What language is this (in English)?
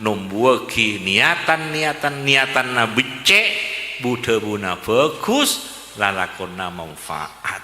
Madurese